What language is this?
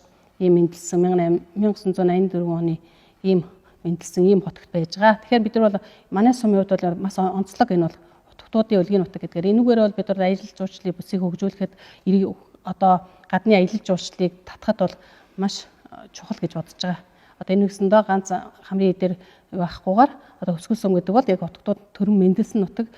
Mongolian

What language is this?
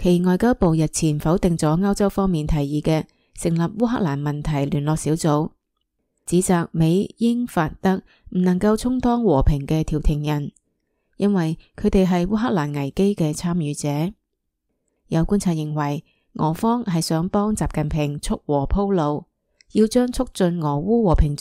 Cantonese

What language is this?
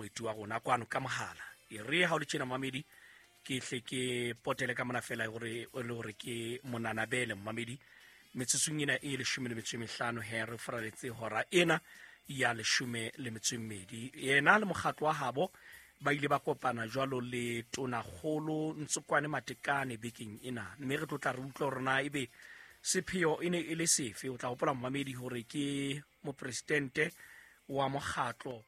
Southern Sotho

